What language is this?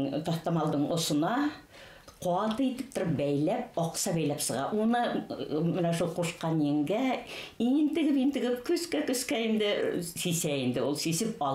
Bashkir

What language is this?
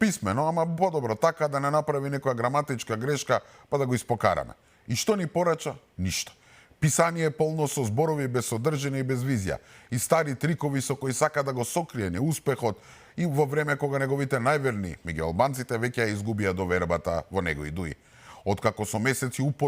Macedonian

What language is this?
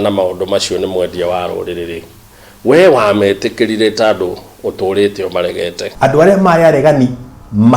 Kikuyu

